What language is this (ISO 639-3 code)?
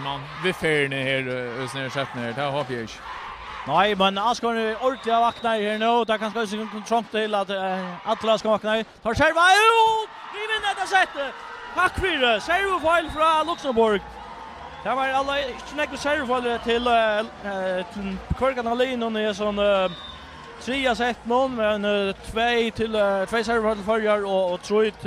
fao